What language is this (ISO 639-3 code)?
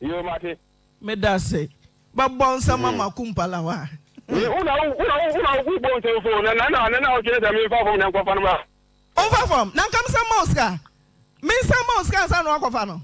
aka